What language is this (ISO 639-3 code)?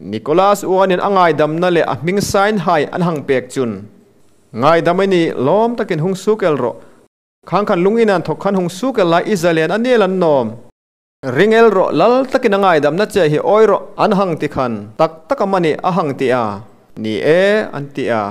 hmr